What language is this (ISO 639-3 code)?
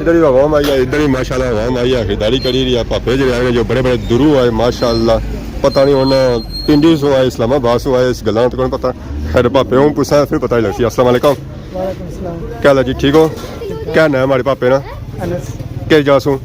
phr